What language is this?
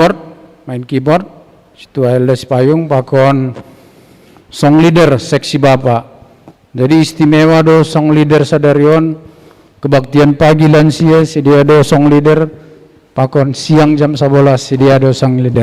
Batak Simalungun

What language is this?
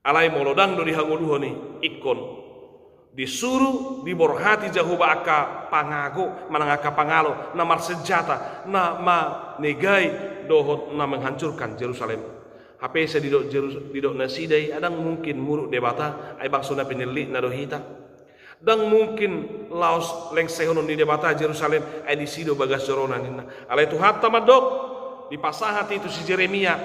Batak Toba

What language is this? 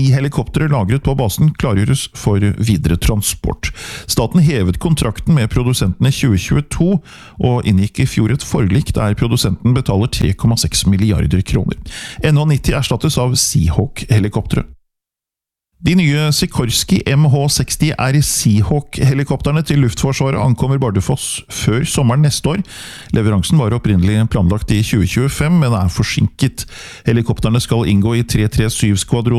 Norwegian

